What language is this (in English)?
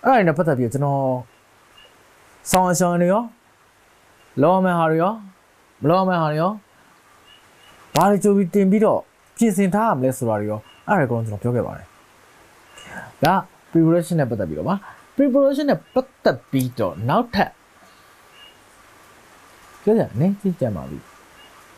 Burmese